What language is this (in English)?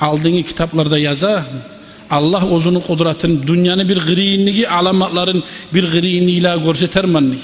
Kumyk